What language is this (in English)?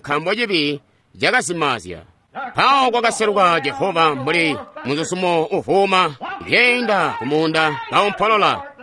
Tonga (Zambia)